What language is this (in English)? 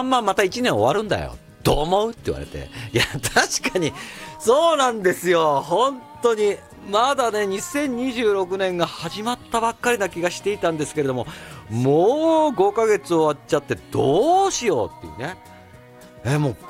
Japanese